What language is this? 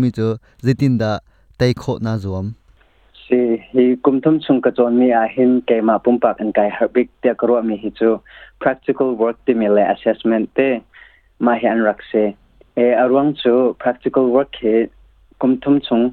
Hakha Chin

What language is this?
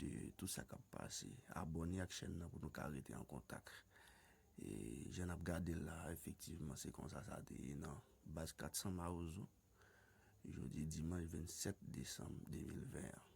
Haitian Creole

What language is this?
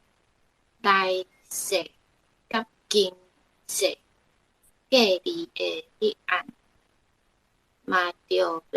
Min Nan Chinese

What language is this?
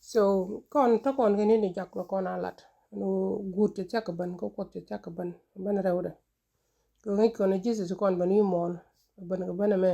Nuer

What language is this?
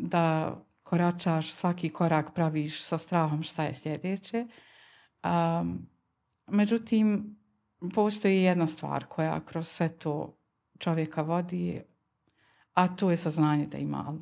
Bosnian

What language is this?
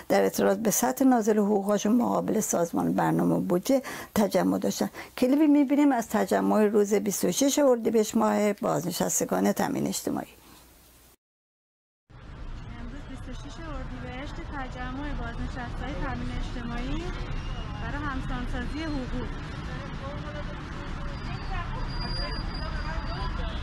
Persian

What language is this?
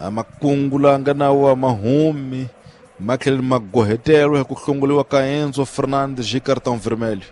Tsonga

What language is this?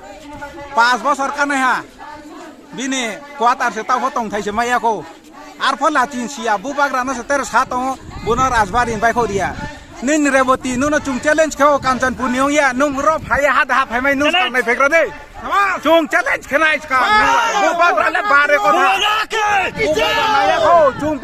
Kok Borok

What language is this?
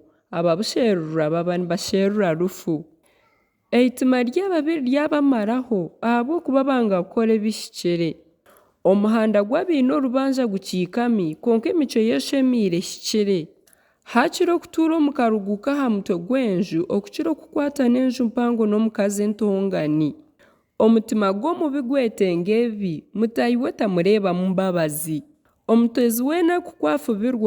Nyankole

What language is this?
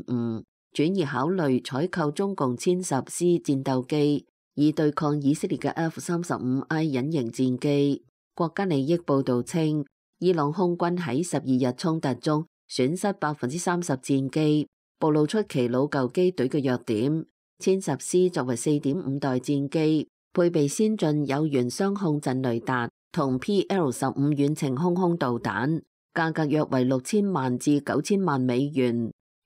Cantonese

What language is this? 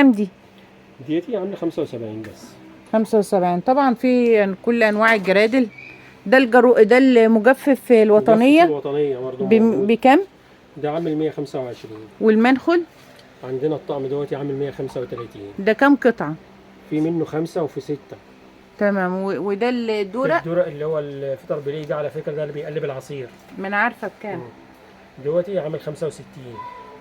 Egyptian Arabic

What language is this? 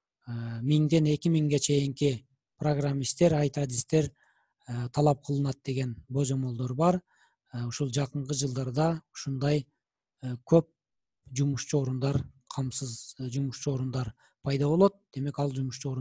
Kyrgyz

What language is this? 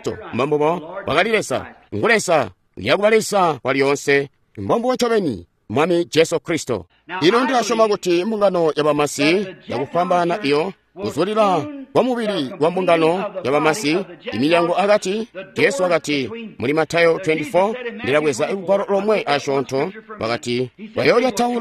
Tonga (Zambia)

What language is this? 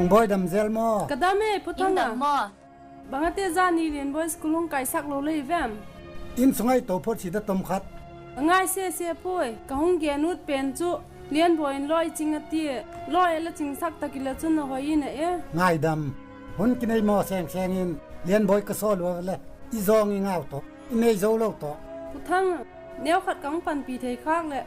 Tedim Chin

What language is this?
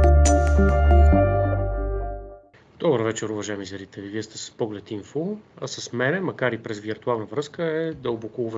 Bulgarian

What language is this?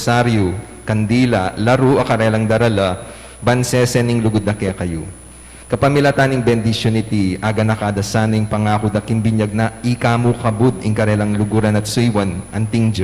Pampanga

